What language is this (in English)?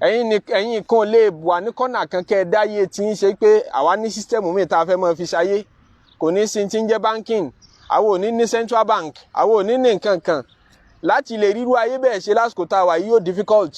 Yoruba